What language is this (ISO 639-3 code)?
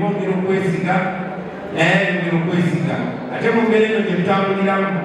lug